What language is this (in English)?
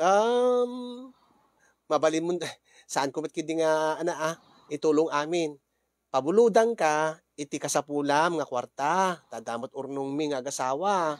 Iloko